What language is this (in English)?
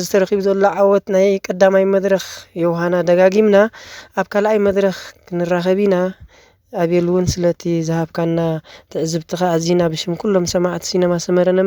Tigrinya